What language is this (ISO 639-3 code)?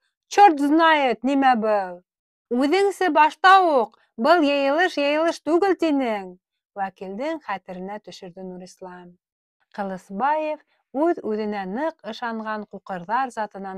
bak